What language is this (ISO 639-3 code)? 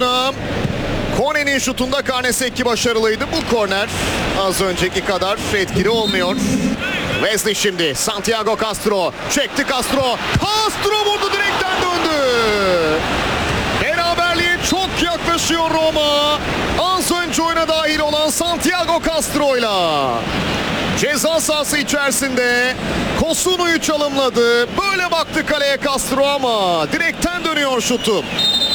tur